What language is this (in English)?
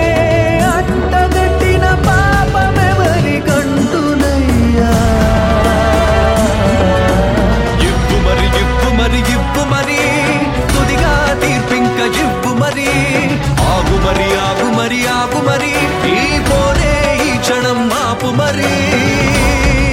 Telugu